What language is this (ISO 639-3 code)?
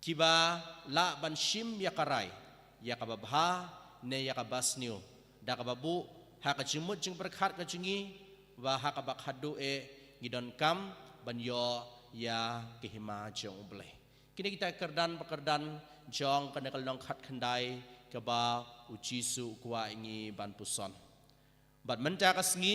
kha